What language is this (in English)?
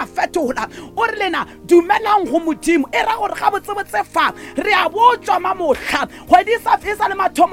Northern Sotho